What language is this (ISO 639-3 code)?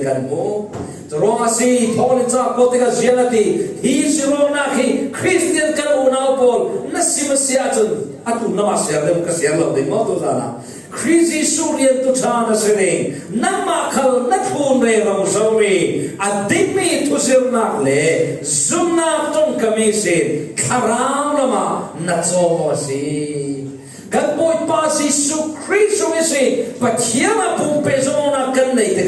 cfm